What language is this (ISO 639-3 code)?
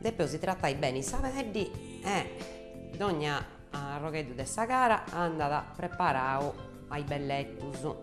srd